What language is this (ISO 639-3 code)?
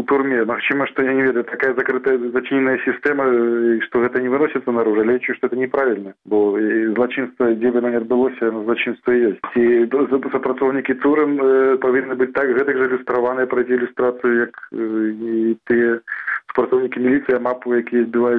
bel